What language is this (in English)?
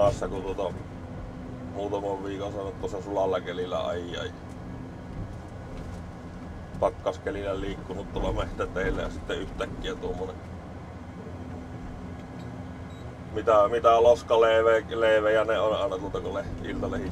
Finnish